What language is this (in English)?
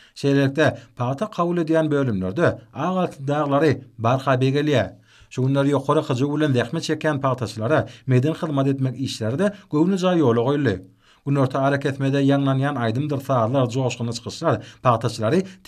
Turkmen